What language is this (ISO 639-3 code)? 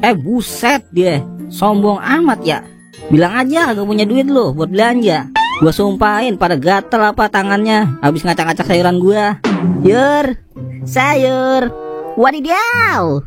bew